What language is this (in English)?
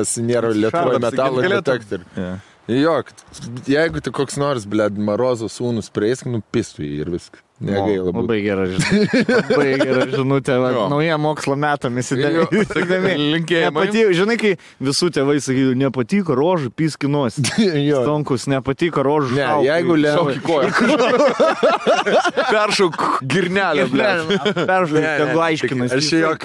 Lithuanian